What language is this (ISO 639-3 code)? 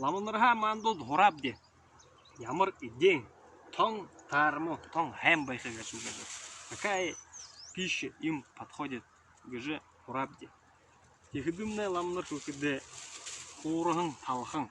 bua